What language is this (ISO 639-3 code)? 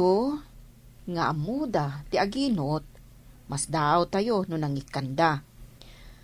ilo